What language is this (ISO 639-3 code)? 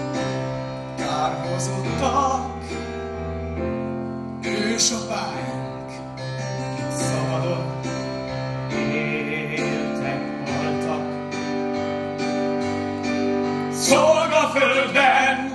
hun